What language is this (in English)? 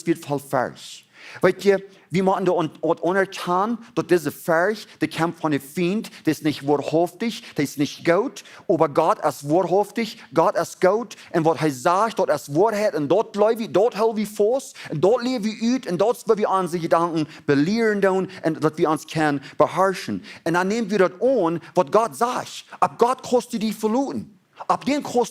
Plautdietsch